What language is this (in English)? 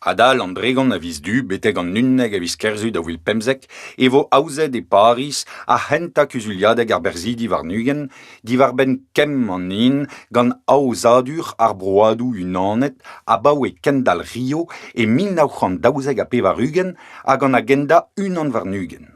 Breton